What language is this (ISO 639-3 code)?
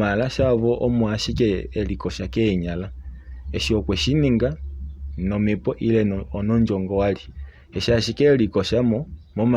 kua